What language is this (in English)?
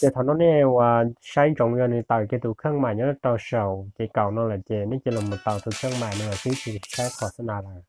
Hmong